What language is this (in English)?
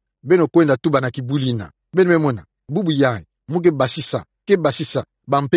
Kituba (Democratic Republic of Congo)